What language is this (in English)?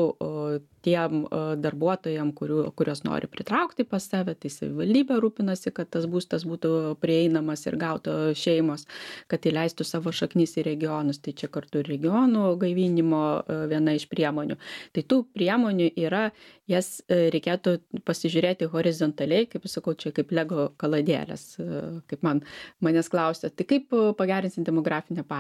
Lithuanian